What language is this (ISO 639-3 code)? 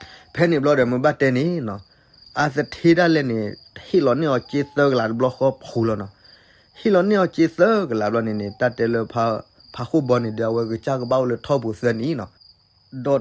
ksw